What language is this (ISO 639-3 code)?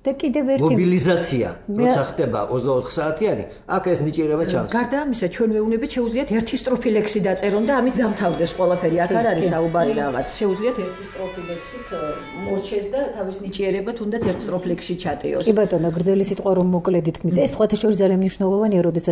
kat